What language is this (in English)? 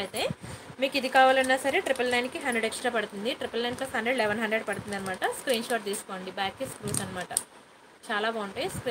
Telugu